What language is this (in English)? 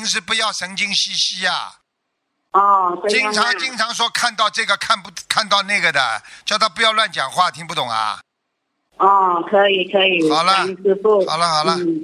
Chinese